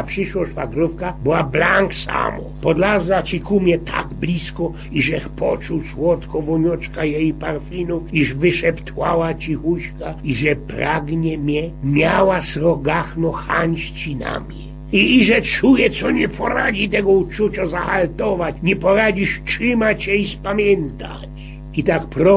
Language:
Silesian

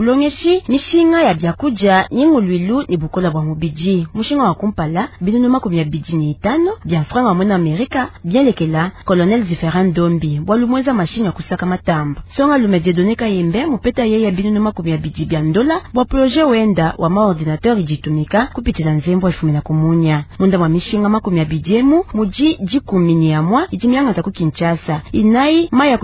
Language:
Luba-Lulua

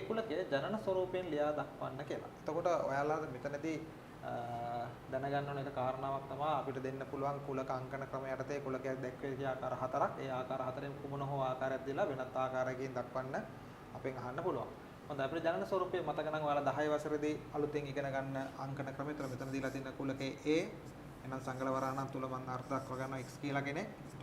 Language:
Sinhala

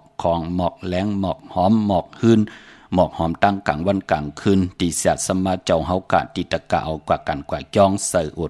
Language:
Shan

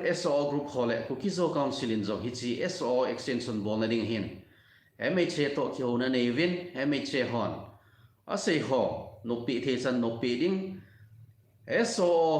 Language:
Thado Chin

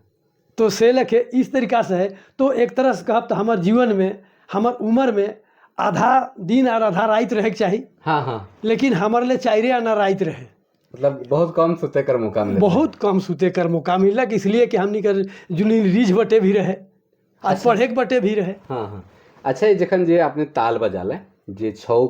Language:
Sadri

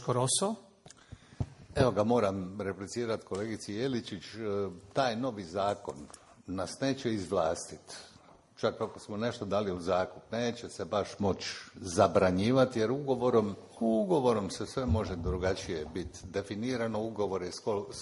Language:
Croatian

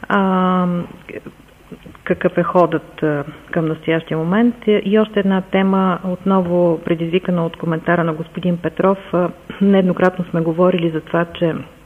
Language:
Bulgarian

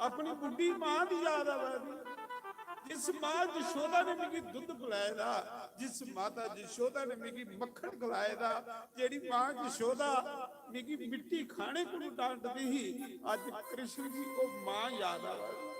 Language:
Dogri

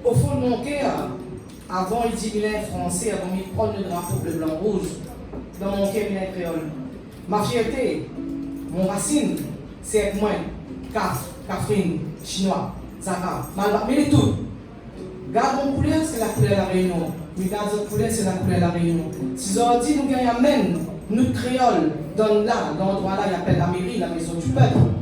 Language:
Réunion Creole French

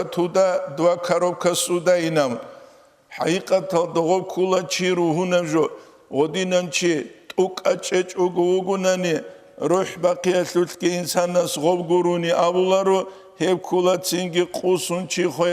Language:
Avaric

